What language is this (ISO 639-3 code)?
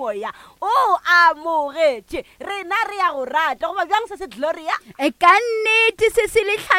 nso